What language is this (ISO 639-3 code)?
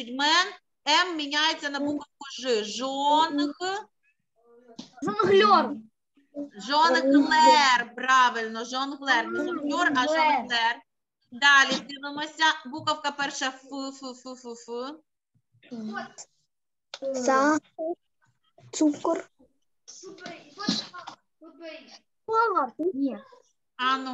ukr